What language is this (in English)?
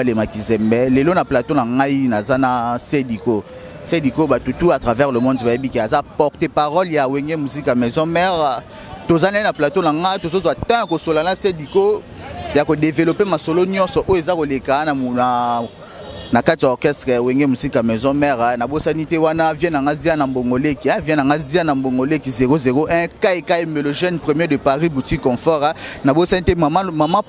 Lingala